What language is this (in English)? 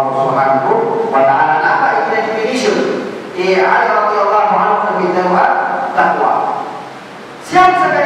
Malay